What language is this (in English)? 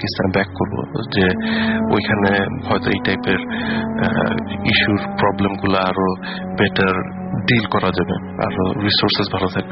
Bangla